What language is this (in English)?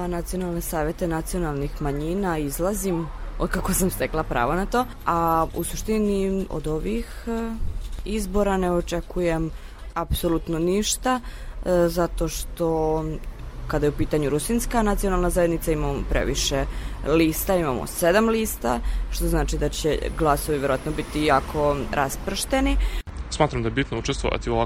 Serbian